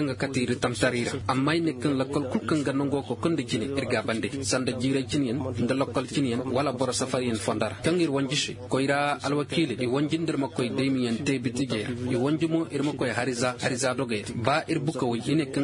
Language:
Koyraboro Senni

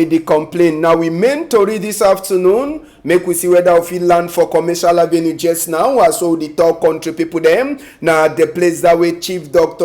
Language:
Cameroon Pidgin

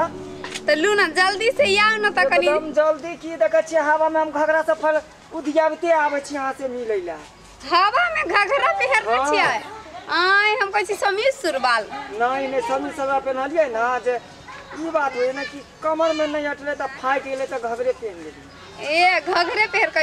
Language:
Maithili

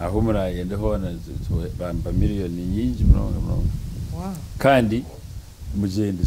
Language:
Nyankole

